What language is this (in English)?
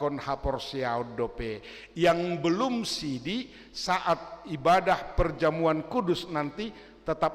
Batak Toba